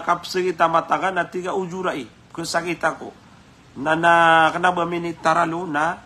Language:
Maranao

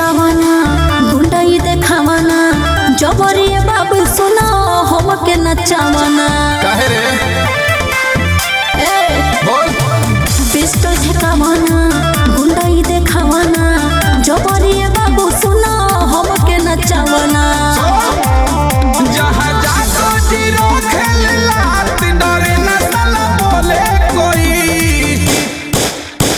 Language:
Bhojpuri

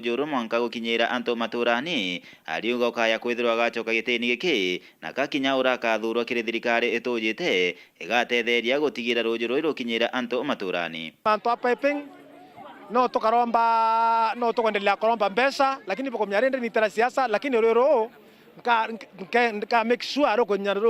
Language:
Meru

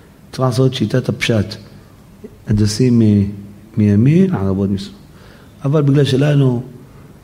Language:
Hebrew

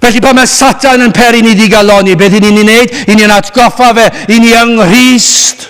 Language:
Welsh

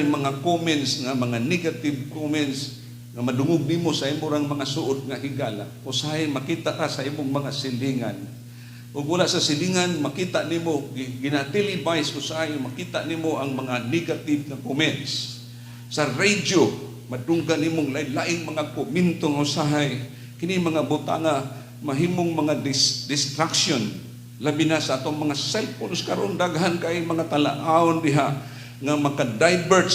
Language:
Cebuano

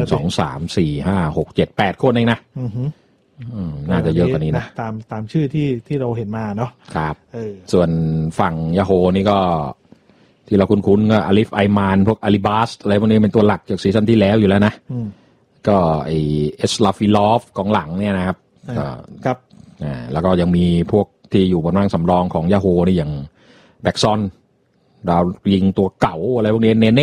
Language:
Thai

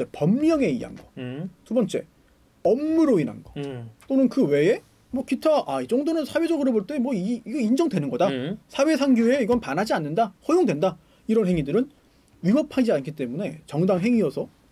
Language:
Korean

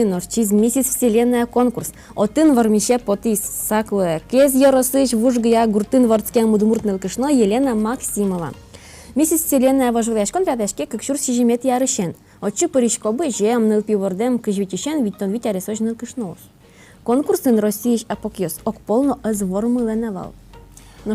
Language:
Udmurt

